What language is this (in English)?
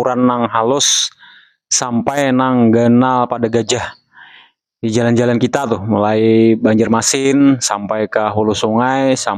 Banjar